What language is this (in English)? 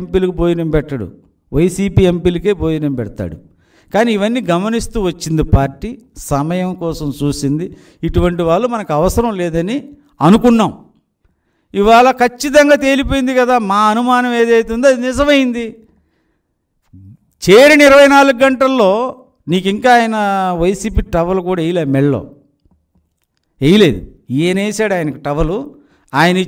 Telugu